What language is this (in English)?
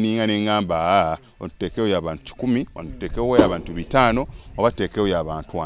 Ganda